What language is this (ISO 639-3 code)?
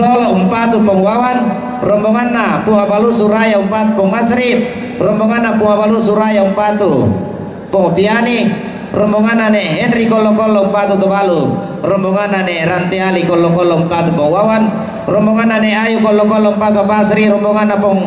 sda